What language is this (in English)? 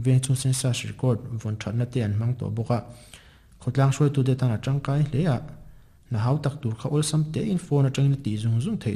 Mizo